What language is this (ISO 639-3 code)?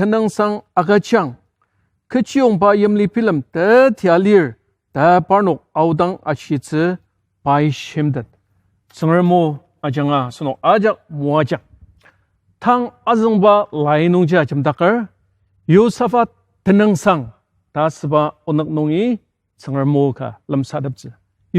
njo